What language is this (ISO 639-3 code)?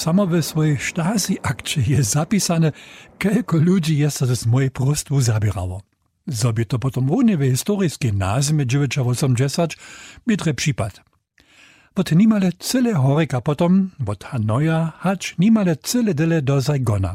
hsb